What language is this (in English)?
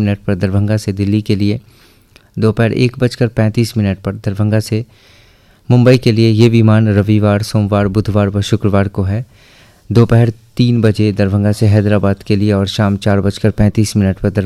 Hindi